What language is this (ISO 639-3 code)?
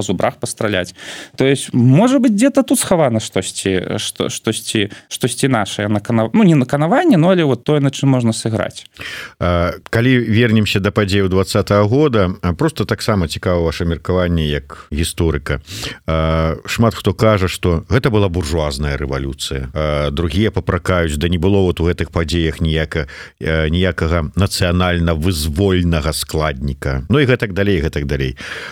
bel